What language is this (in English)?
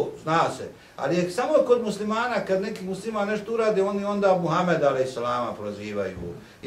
Bosnian